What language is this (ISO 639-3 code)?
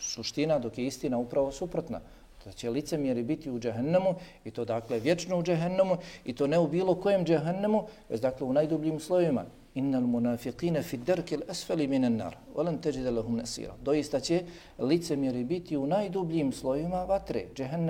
bos